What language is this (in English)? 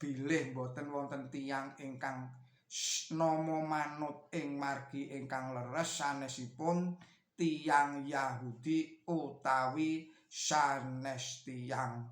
Javanese